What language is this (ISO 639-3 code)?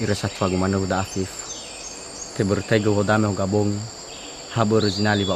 nia